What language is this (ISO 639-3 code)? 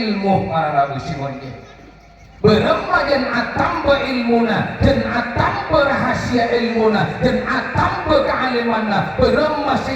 mad